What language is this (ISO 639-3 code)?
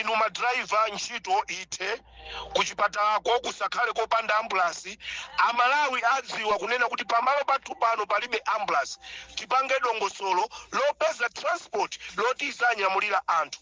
nya